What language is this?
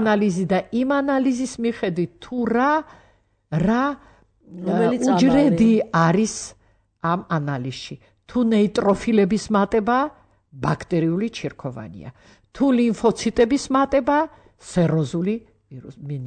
Georgian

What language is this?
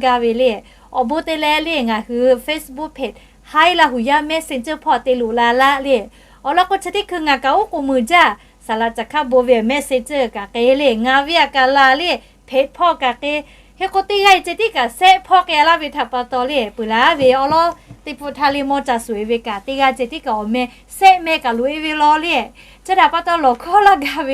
Lahu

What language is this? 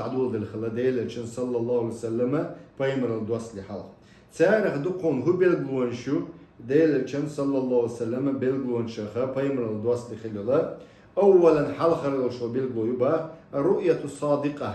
Chechen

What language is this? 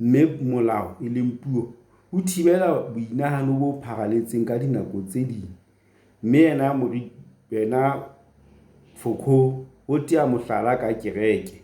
Southern Sotho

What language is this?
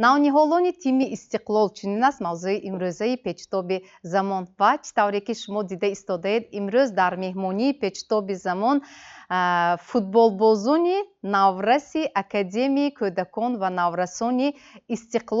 Tajik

